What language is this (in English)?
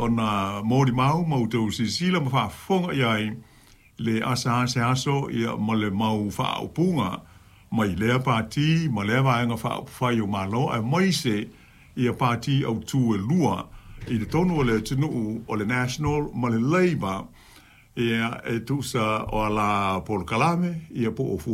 Samoan